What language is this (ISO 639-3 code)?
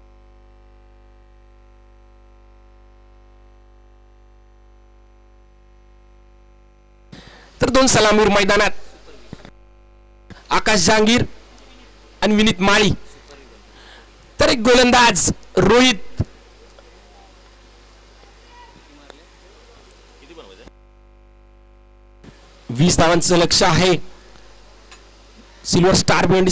mar